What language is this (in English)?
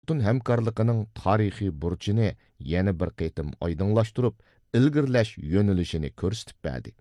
Uyghur